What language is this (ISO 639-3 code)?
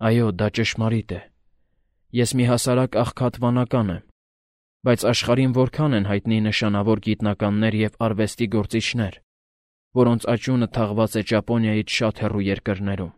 hye